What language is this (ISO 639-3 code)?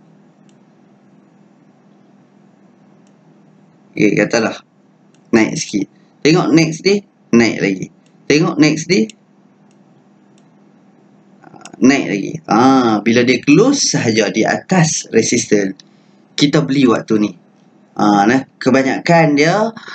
msa